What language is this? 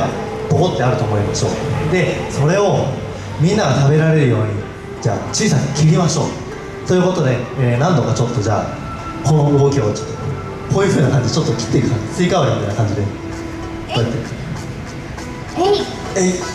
Japanese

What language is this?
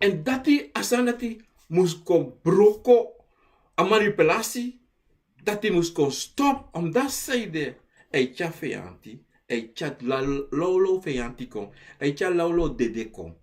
Sranan Tongo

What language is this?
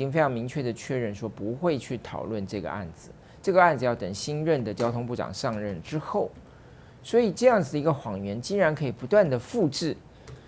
Chinese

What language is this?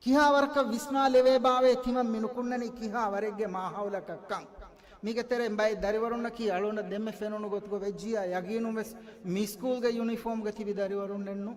Divehi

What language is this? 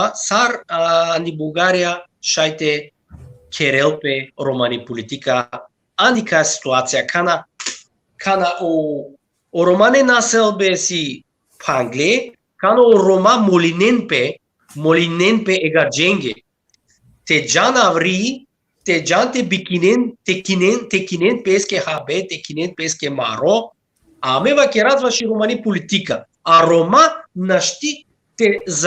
Balkan Romani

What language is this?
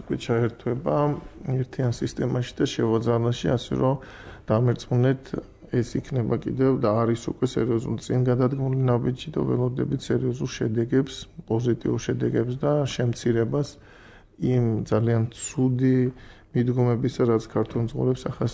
Georgian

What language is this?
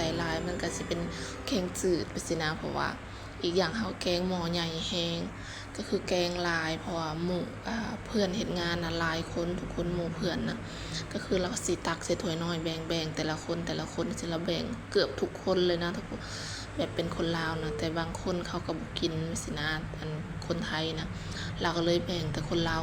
Lao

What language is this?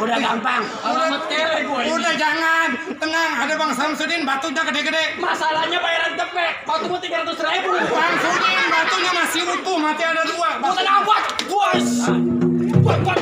Betawi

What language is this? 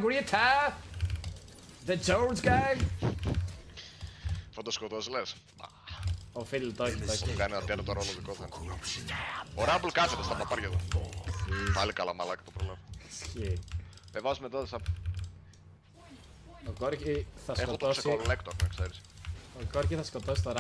Greek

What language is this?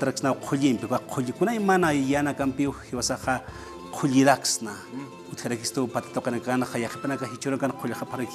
Aymara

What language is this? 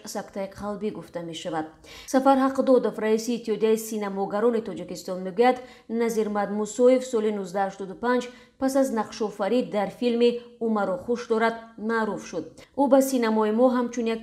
Tajik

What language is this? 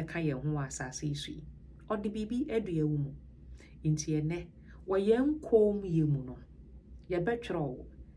Akan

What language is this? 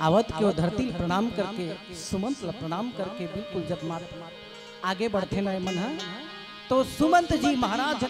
Chhattisgarhi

